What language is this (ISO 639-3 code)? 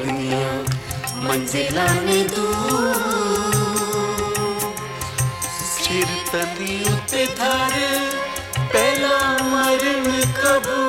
pan